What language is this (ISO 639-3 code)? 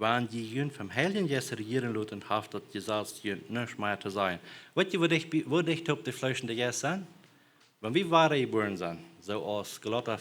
pdt